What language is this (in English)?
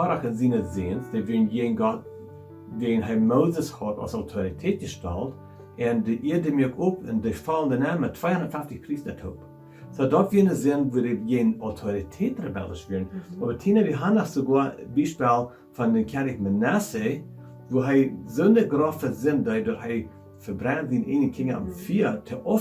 Plautdietsch